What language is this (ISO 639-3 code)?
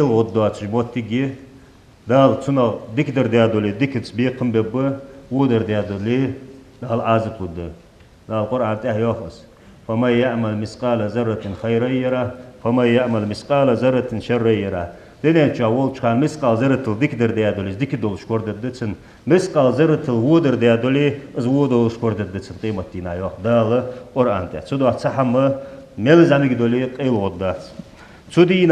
inh